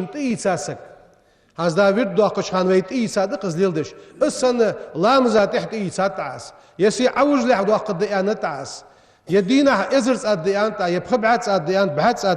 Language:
Ingush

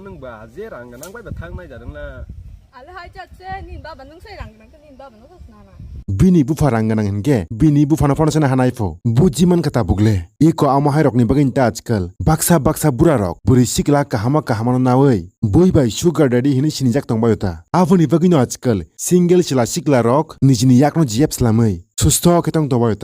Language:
Kok Borok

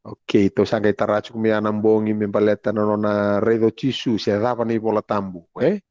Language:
Fijian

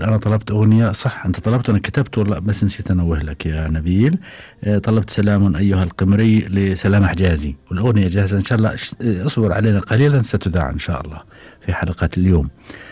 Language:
Gulf Arabic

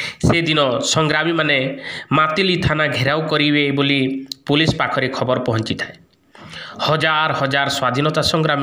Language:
Odia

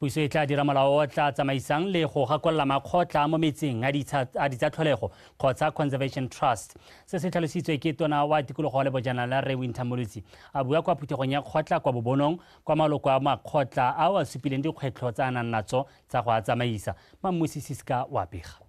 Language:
Tswana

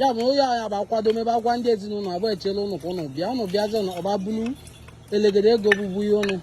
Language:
Igbo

